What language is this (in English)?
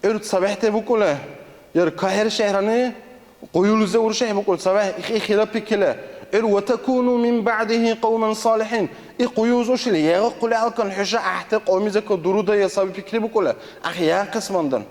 Dargwa